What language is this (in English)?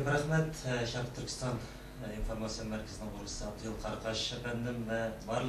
Uyghur